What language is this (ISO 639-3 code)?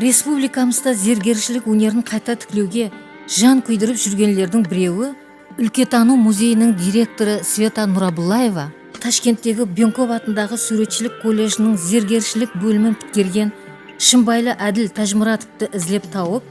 kaa